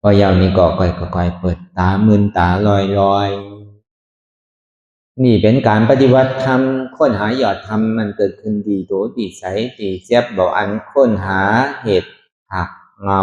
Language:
Lü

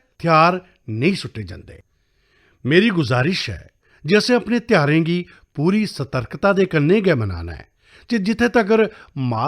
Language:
Dogri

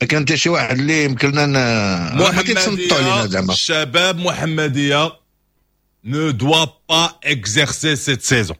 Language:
Moroccan Arabic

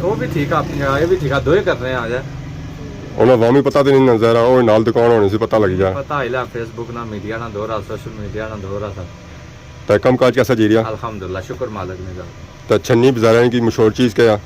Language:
Pahari-Potwari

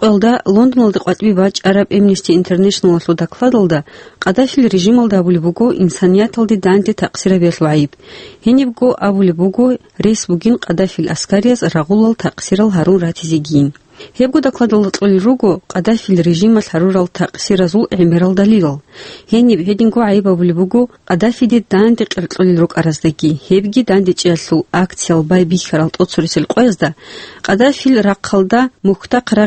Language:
Avaric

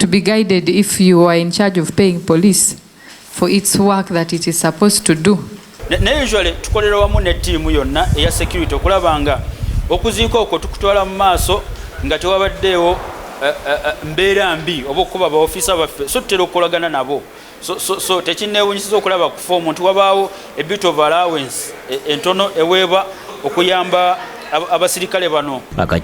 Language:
Ganda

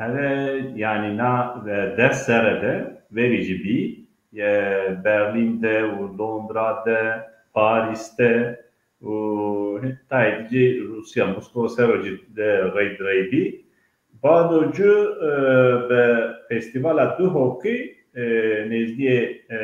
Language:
Zaza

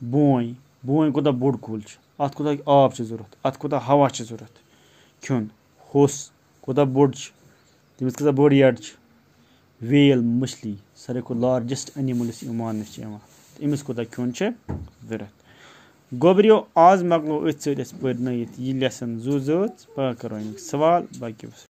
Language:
Kashmiri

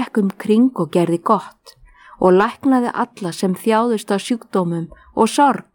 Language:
Icelandic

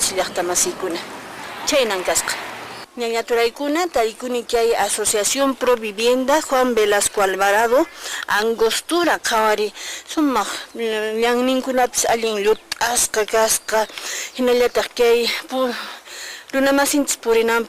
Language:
Quechua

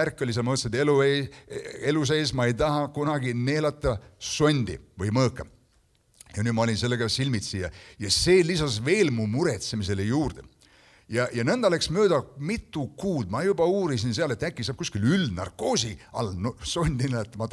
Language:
Estonian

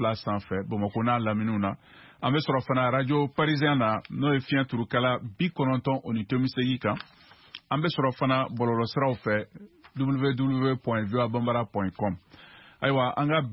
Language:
Bambara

